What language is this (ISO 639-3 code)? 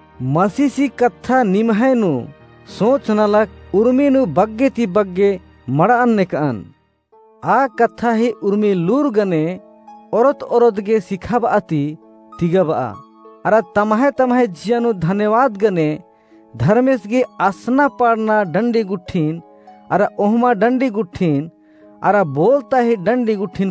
kru